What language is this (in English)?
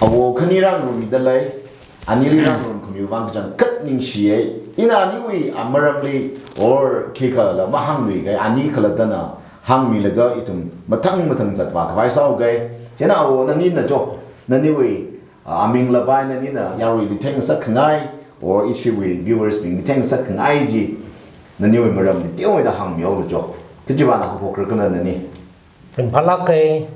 Tangkhul Naga (India)